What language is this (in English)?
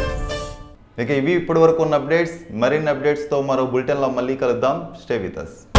Telugu